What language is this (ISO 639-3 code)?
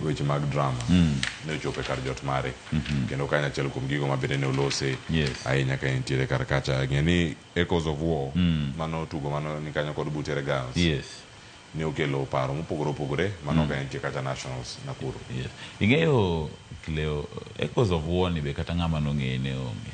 luo